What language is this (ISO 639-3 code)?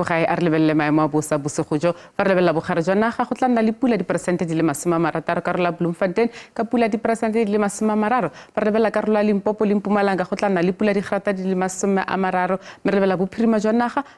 tsn